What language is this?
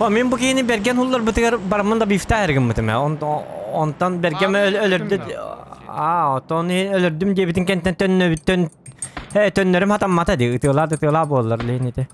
Yakut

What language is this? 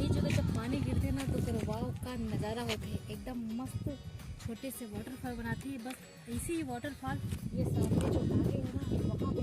Chhattisgarhi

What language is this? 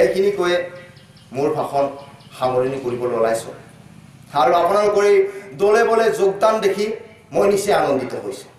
Assamese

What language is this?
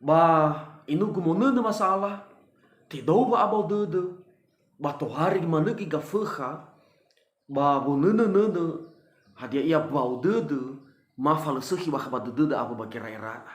Nias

